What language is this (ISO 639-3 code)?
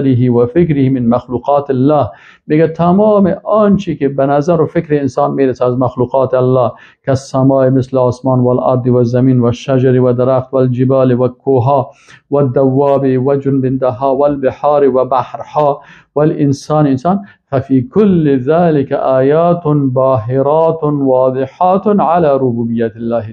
fas